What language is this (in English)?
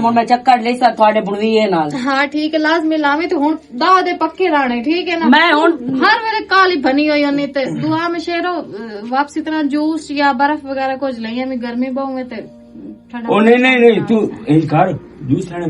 Western Panjabi